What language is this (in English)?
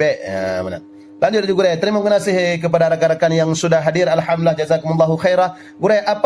Achinese